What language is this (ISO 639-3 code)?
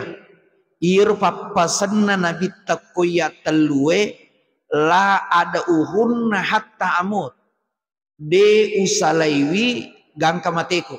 bug